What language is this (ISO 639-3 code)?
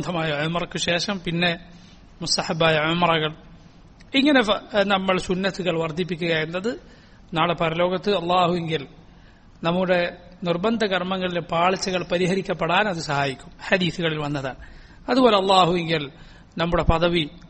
mal